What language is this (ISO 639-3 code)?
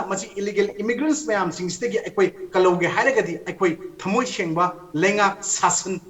mni